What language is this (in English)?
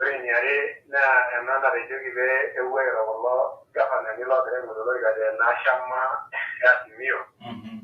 Masai